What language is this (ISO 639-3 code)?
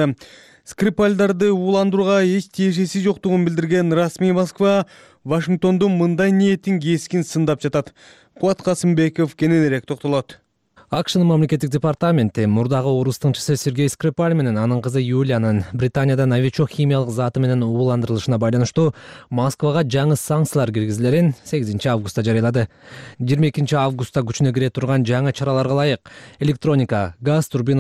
kir